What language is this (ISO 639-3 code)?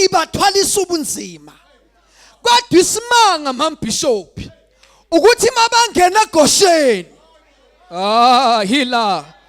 zul